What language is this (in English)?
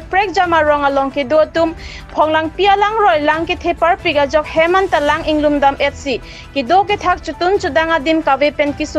Karbi